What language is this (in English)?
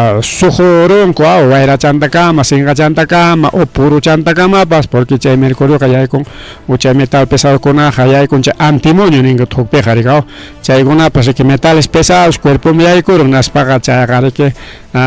Ayacucho Quechua